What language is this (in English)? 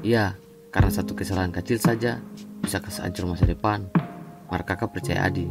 Ambonese Malay